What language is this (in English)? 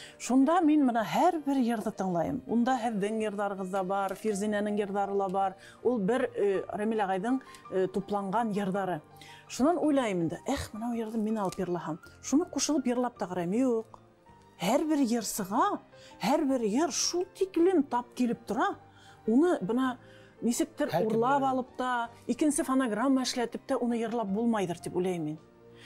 Bashkir